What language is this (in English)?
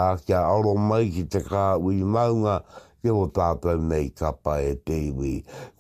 Māori